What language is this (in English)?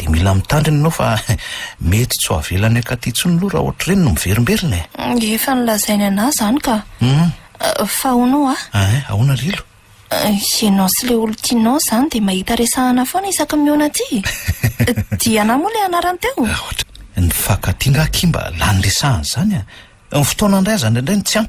Malagasy